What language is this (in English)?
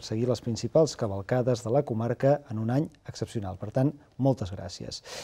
Catalan